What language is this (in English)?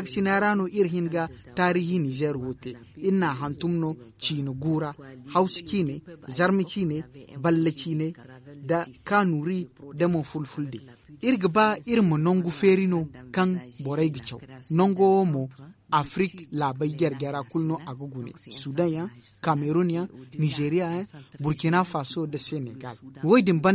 Zarma